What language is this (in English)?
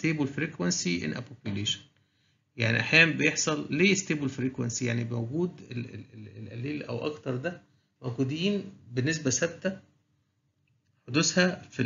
Egyptian Arabic